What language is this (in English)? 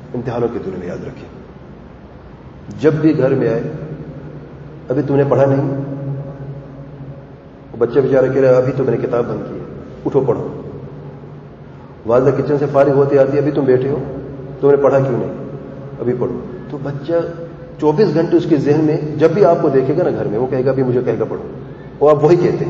Urdu